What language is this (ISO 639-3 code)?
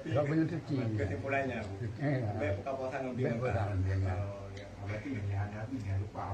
ace